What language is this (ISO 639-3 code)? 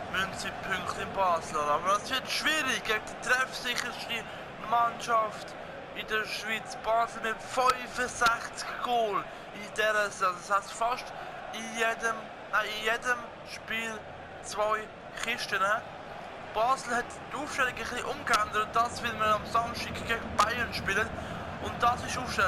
gsw